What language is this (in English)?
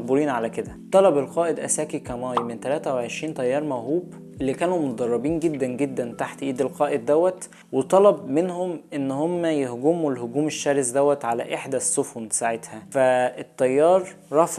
Egyptian Arabic